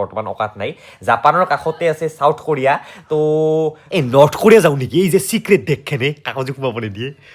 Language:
Assamese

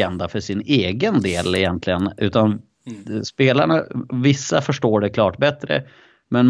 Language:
Swedish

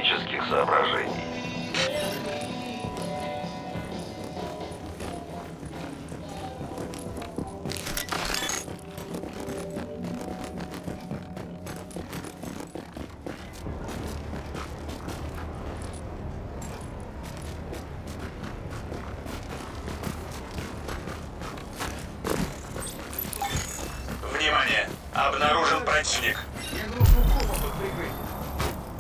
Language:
Russian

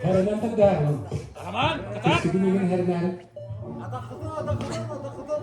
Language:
Yakut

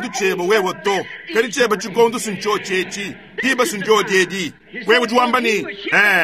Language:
Luba-Lulua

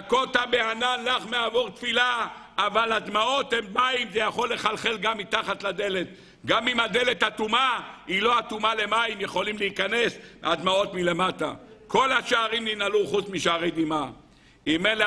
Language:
Hebrew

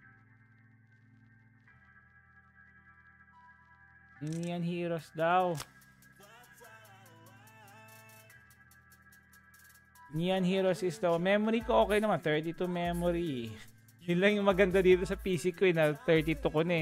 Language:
Filipino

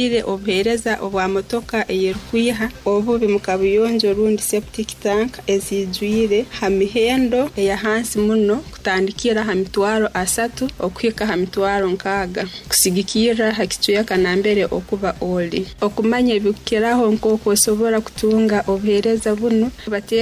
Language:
Nyoro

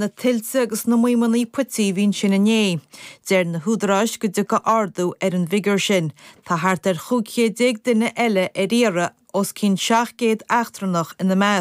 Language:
Irish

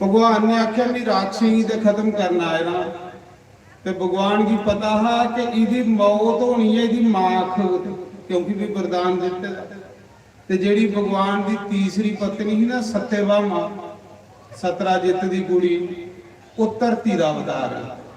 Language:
Dogri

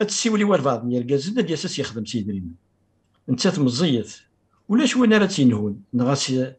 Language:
Kabyle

